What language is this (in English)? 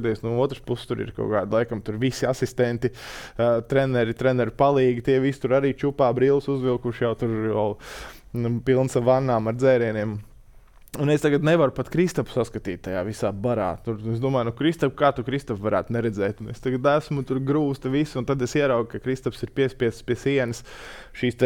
Latvian